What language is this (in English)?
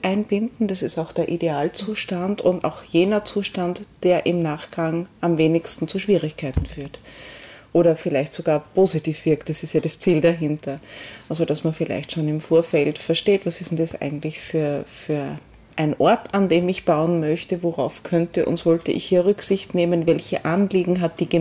German